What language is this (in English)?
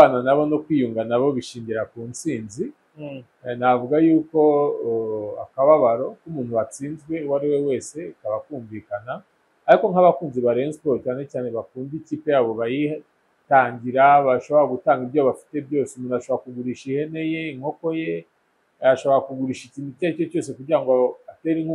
Kinyarwanda